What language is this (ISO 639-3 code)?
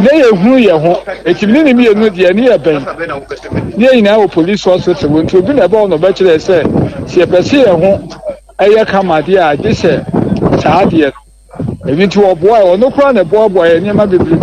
aka